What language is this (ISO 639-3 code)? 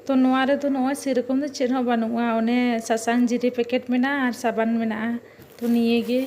sat